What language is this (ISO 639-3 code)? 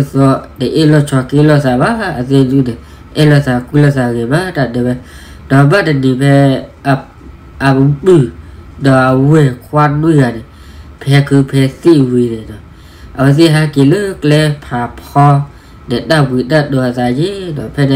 ksw